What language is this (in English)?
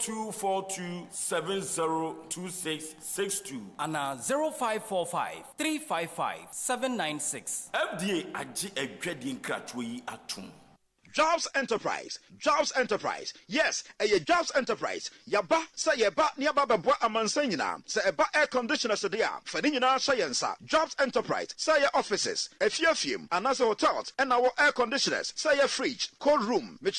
Akan